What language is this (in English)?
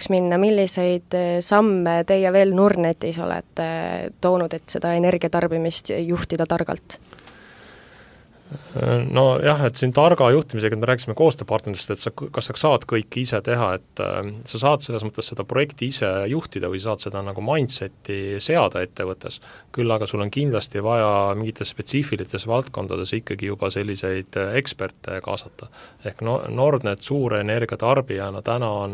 Estonian